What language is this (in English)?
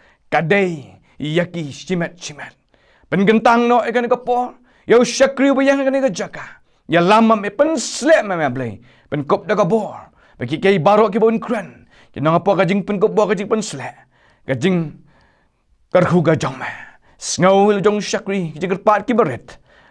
Khasi